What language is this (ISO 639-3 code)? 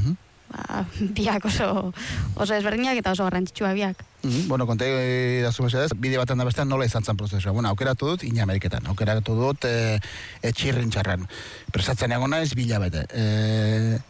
eus